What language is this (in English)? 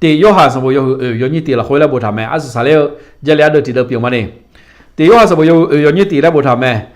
Akha